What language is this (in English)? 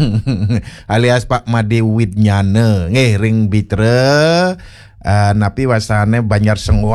Balinese